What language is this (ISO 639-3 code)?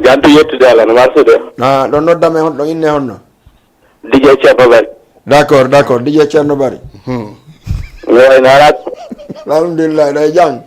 ful